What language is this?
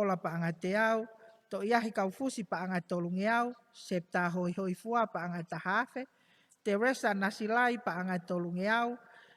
Tongan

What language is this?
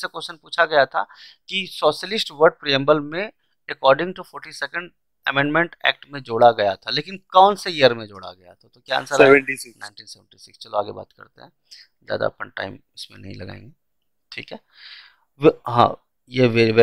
Hindi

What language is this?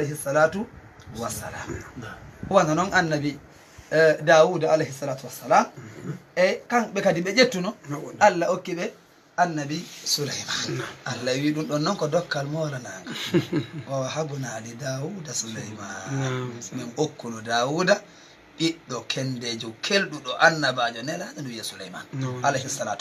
Fula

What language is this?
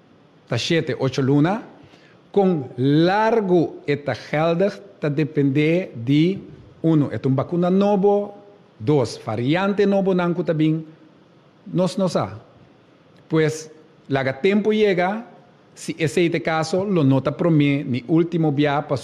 Papiamento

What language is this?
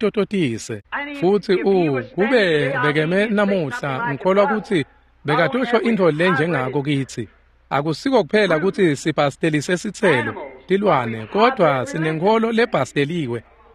Swati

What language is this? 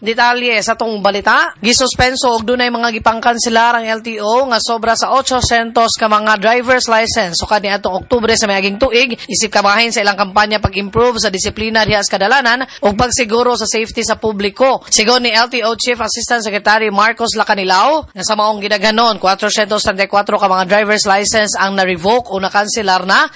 Cebuano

